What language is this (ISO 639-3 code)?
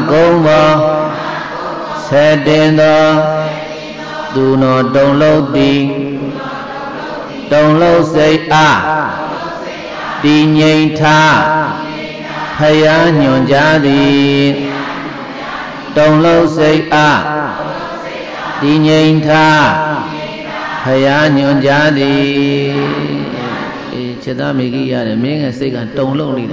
mya